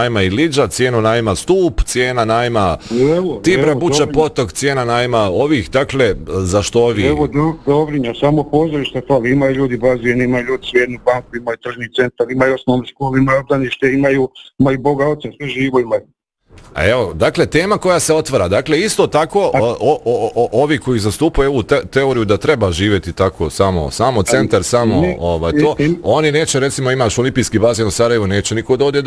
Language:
Bosnian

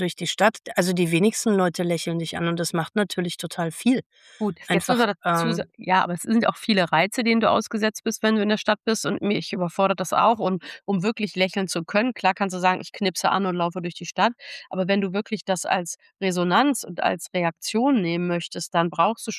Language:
German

